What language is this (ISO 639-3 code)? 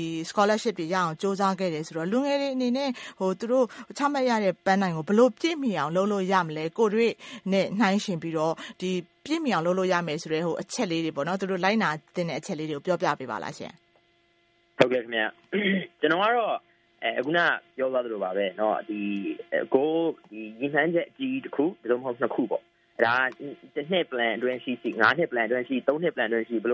mya